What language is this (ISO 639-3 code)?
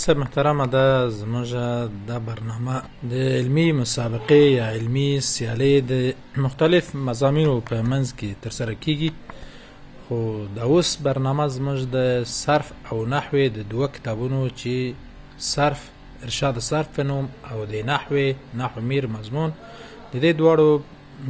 pus